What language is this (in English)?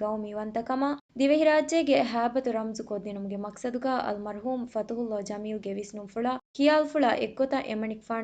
Divehi